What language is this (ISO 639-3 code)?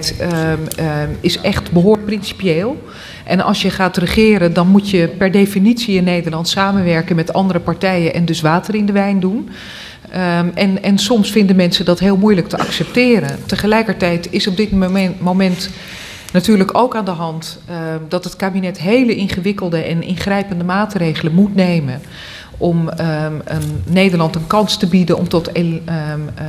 nld